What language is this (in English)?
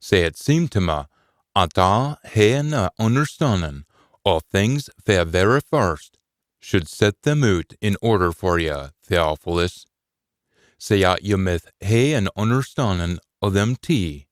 Scots